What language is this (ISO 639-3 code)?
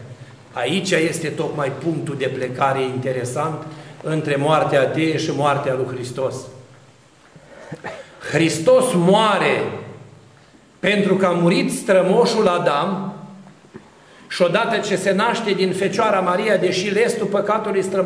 ron